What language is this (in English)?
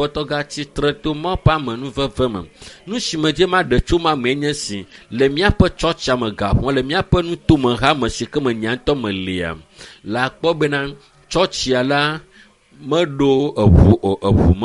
Ewe